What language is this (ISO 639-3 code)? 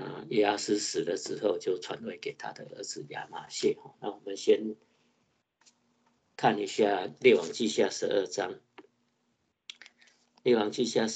zho